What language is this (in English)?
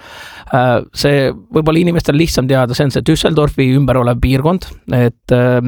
Estonian